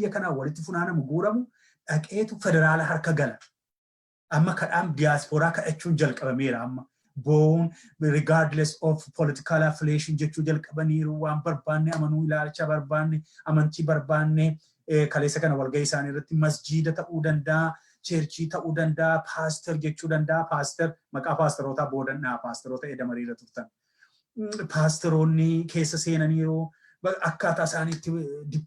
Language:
Oromo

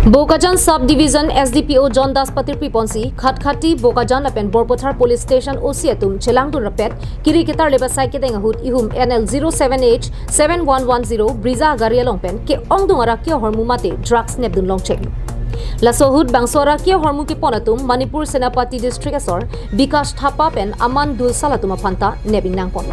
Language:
Karbi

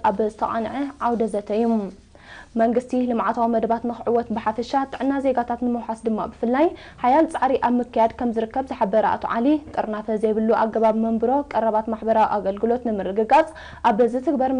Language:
Tigrinya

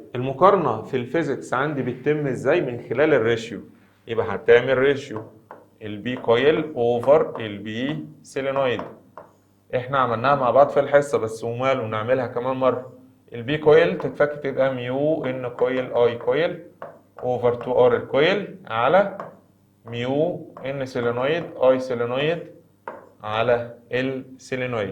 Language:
Egyptian Arabic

